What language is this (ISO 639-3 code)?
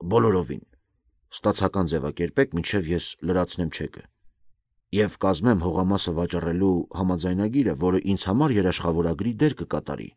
hye